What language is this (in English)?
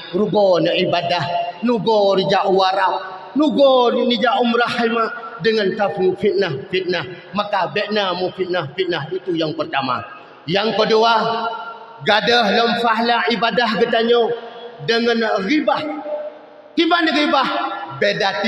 Achinese